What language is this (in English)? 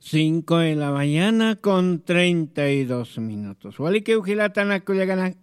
Aymara